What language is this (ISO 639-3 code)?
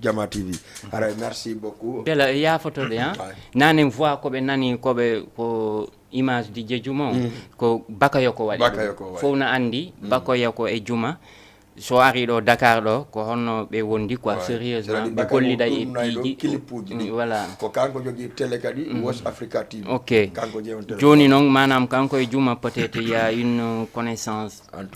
ful